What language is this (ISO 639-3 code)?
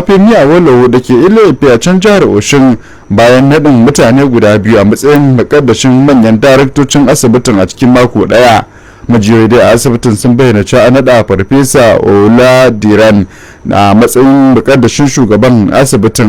hau